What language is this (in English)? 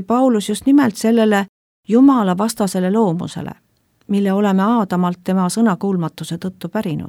Estonian